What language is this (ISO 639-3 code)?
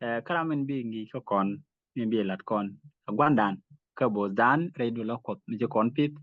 nus